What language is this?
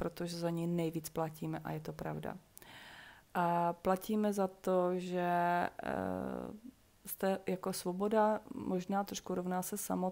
Czech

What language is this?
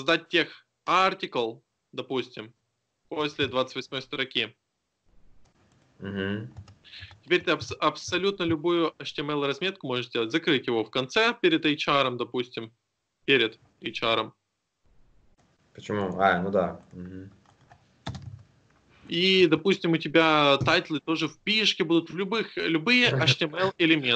Russian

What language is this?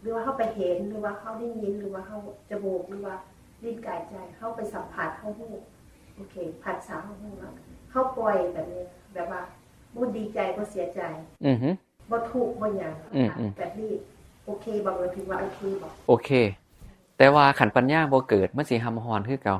Northeastern Thai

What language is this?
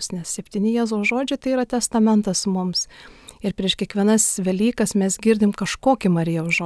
Lithuanian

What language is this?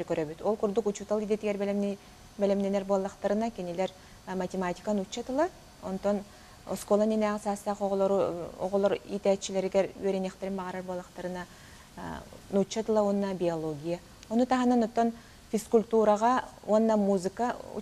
Yakut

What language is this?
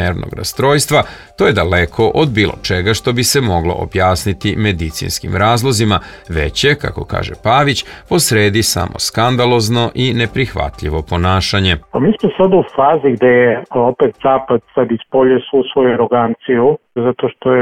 Serbian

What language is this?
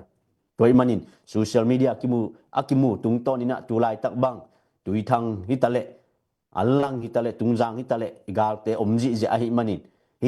Tedim Chin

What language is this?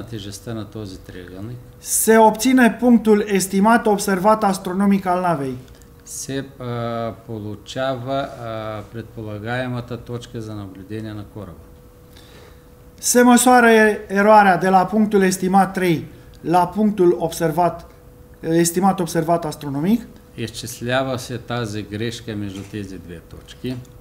Bulgarian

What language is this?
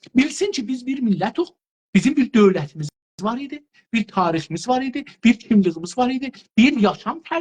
South Azerbaijani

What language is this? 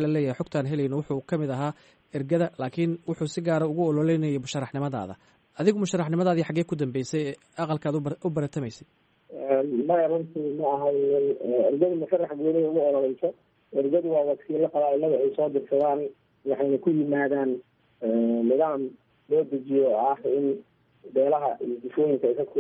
Somali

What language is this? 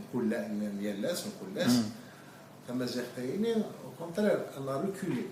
Kabyle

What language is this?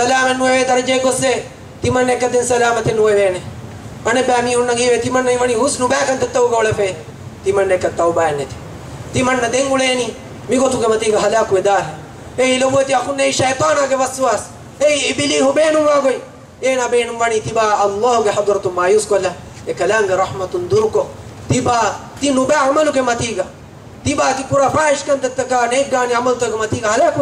Divehi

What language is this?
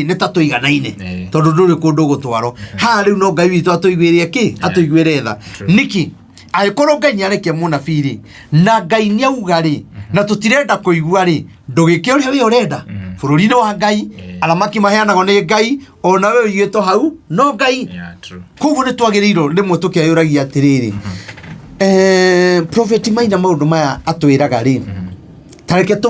Kikuyu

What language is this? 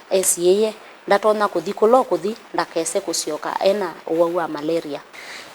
Kamba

